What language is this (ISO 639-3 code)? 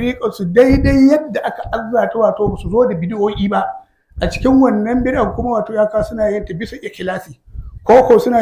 hau